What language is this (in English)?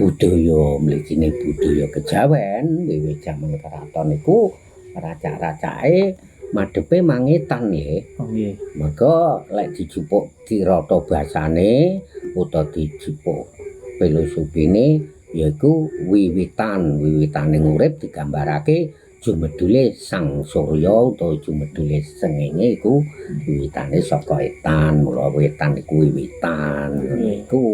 Javanese